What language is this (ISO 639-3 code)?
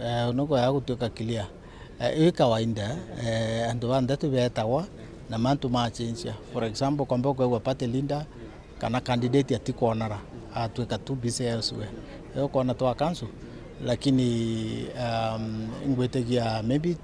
mer